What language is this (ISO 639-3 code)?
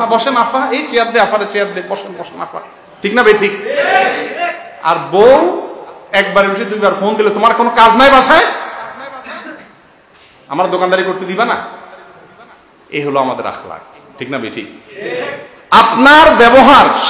ben